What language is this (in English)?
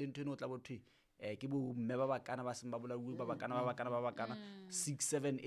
Southern Sotho